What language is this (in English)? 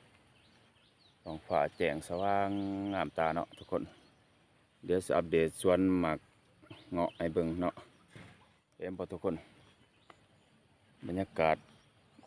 Lao